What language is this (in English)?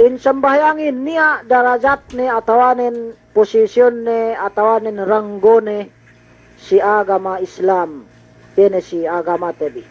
Yakan